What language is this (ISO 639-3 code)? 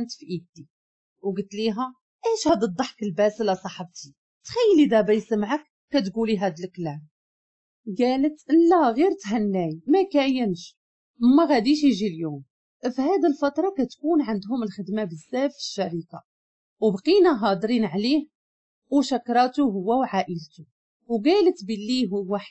ary